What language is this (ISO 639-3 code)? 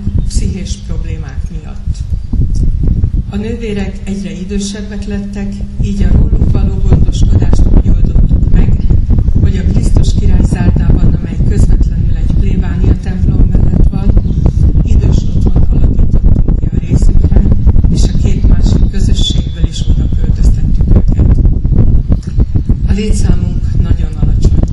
hun